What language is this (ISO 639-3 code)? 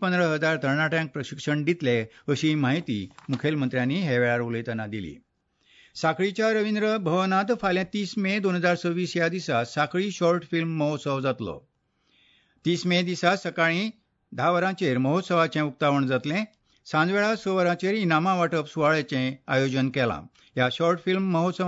kok